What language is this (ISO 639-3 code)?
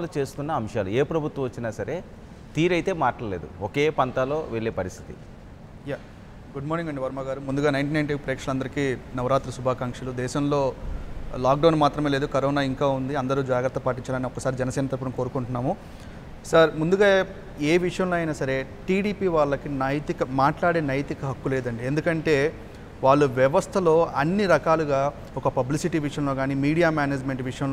tel